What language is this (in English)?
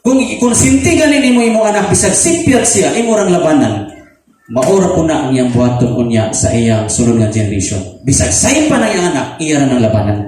Cebuano